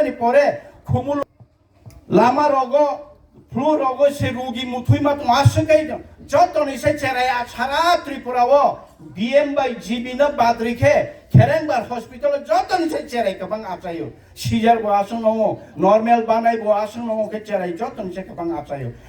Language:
Kok Borok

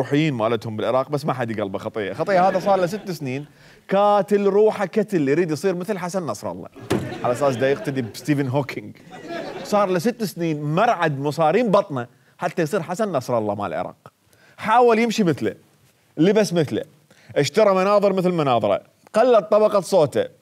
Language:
Mesopotamian Arabic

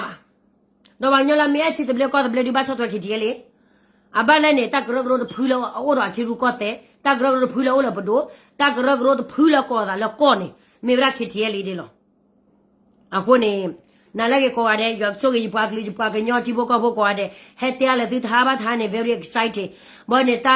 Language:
S'gaw Karen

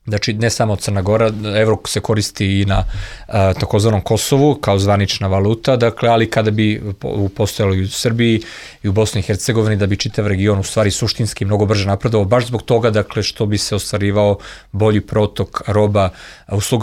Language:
Serbian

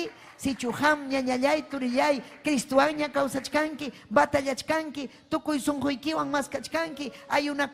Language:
Ayacucho Quechua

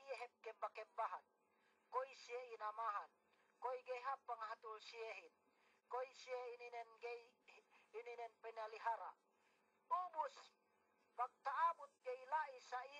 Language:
Yakan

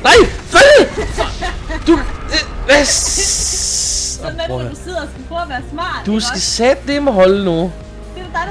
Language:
Danish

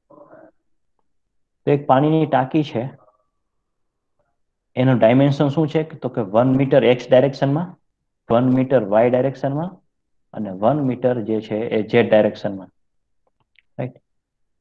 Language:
Gujarati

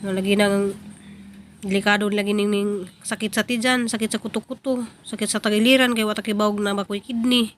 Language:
Cebuano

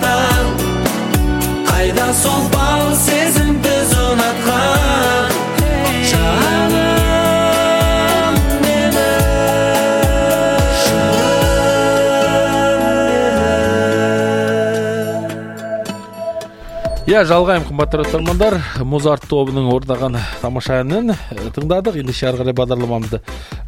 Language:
Kazakh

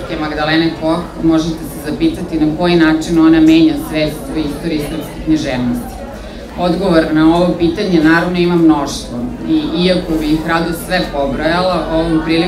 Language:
Serbian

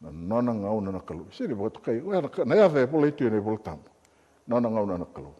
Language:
Fijian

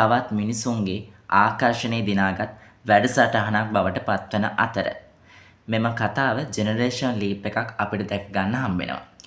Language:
Sinhala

